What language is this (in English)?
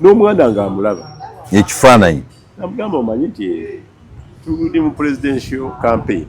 Ganda